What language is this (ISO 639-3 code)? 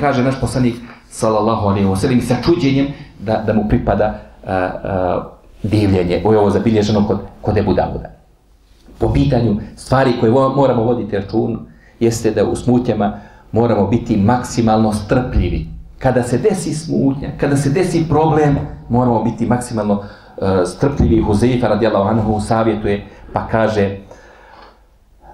bos